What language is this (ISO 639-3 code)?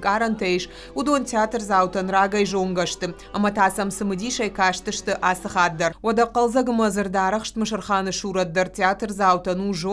oss